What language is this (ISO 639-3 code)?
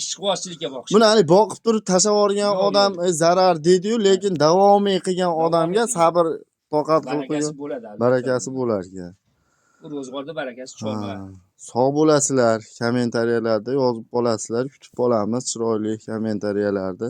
uzb